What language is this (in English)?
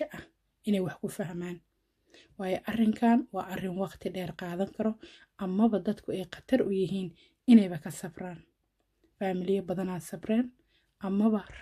Somali